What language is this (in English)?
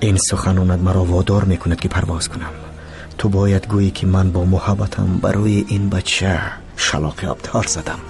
Tajik